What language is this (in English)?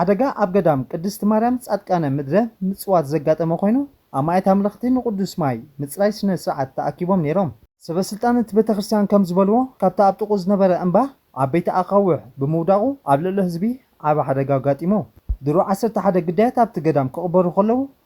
Tigrinya